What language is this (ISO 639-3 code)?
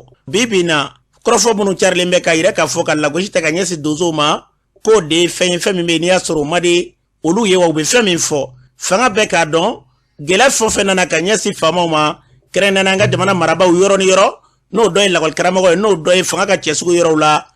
bam